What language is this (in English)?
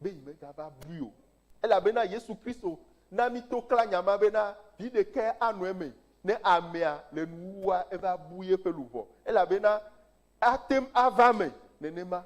Ewe